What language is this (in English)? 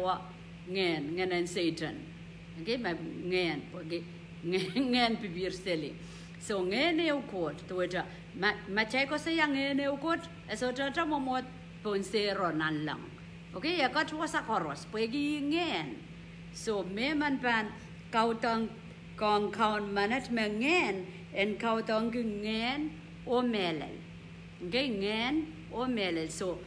Pohnpeian